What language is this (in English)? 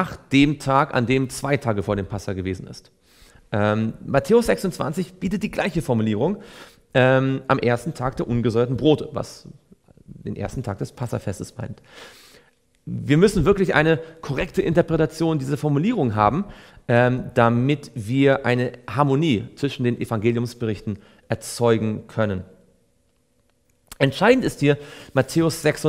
German